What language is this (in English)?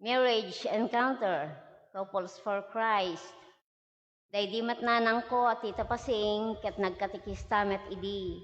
Iloko